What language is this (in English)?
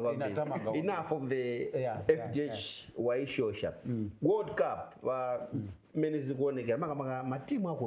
Nyanja